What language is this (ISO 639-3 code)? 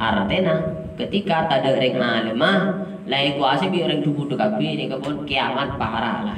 mad